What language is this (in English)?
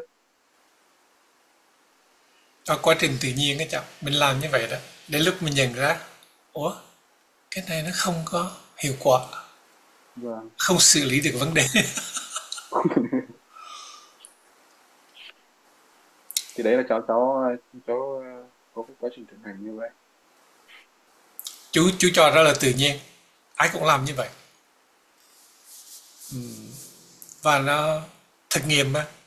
Vietnamese